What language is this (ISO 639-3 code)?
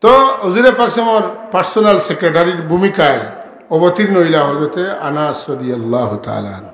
syl